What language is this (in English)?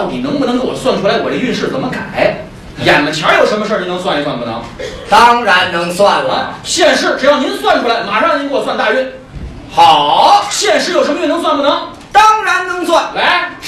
Chinese